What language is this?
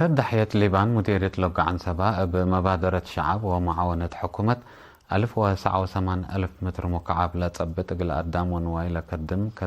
Tigre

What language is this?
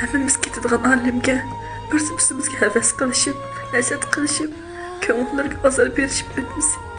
Uyghur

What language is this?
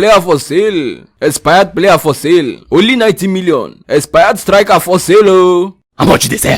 Nigerian Pidgin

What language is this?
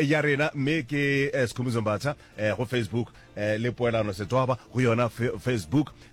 Northern Sotho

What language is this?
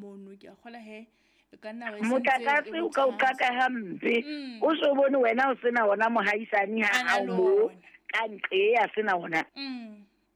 Southern Sotho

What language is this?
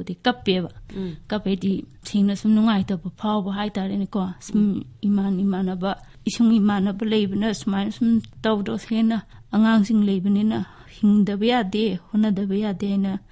Manipuri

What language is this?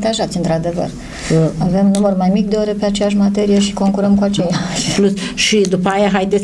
Romanian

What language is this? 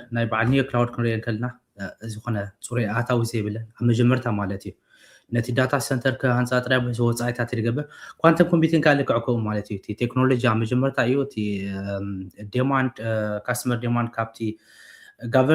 Tigrinya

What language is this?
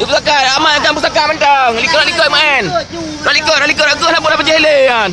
Achinese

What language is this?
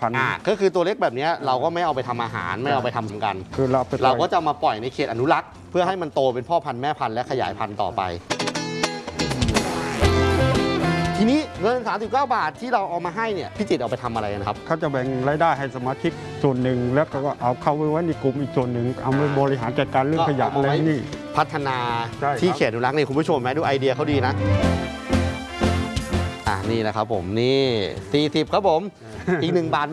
Thai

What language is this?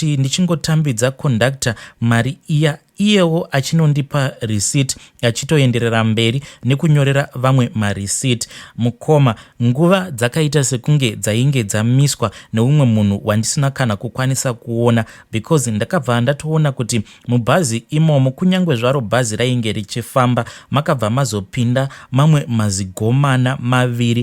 Shona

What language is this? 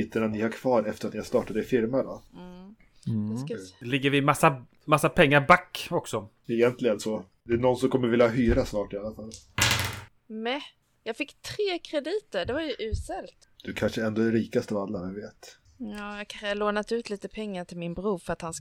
Swedish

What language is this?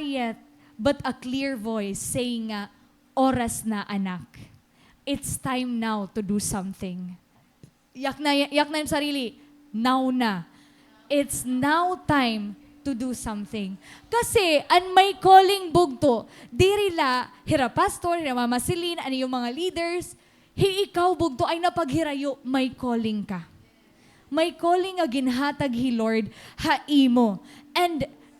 Waray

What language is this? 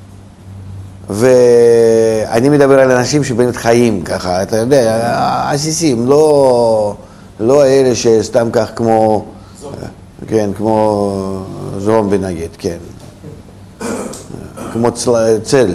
Hebrew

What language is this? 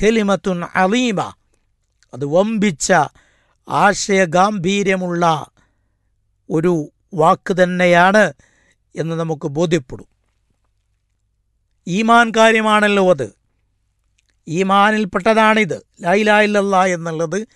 Malayalam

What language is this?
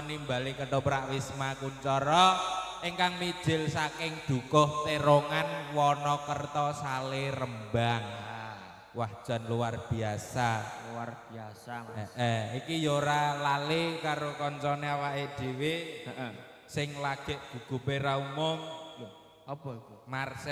Javanese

